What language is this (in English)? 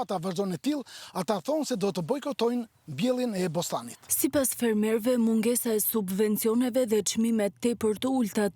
Albanian